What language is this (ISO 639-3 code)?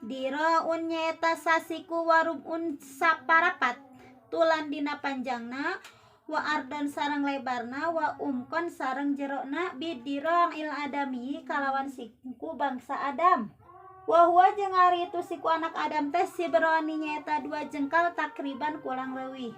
sun